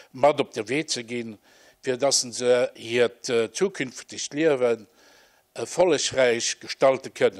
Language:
Luxembourgish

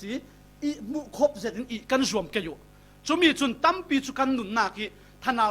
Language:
Falam Chin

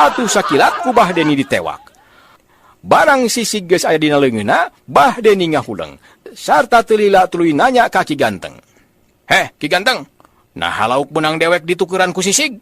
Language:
Sundanese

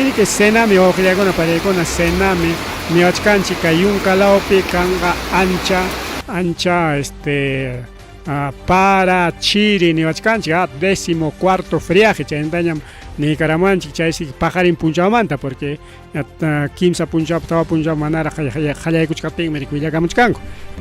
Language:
Ayacucho Quechua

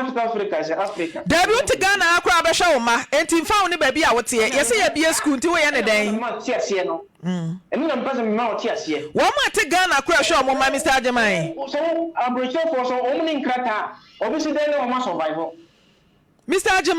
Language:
Akan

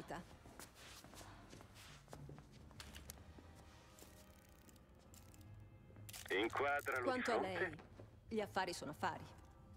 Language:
Italian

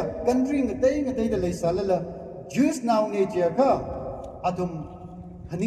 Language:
Tangkhul Naga (India)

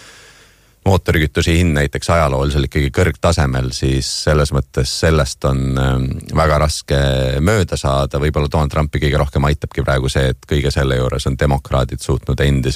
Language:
Estonian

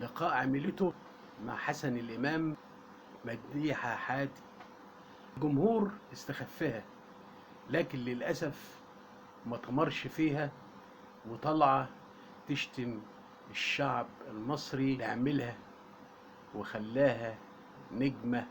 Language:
Egyptian Arabic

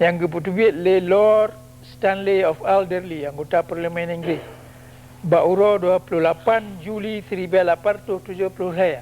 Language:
Achinese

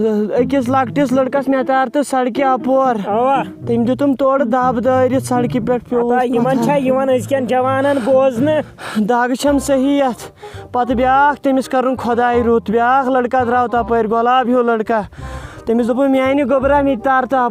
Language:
Kashmiri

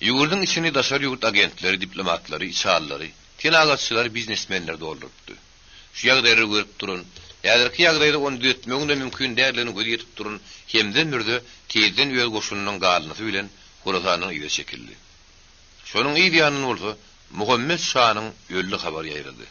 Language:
Turkmen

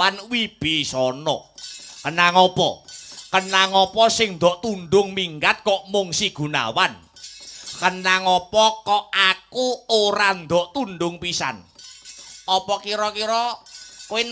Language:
Javanese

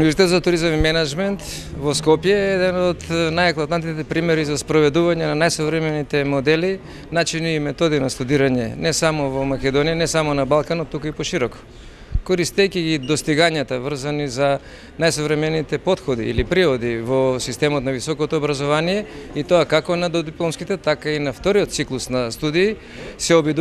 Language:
Macedonian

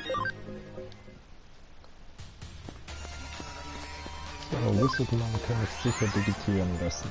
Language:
Swiss German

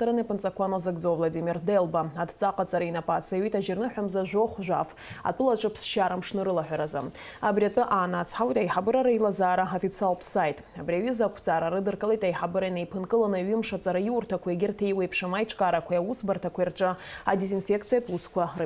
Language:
Abkhazian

